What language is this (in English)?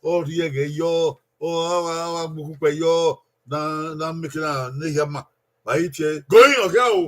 Bini